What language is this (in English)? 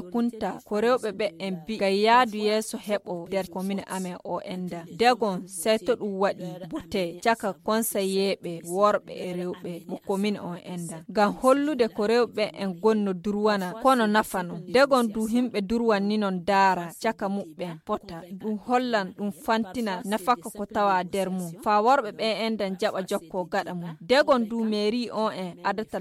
Fula